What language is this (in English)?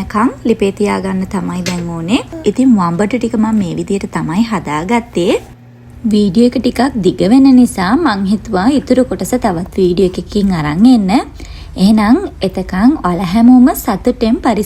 Sinhala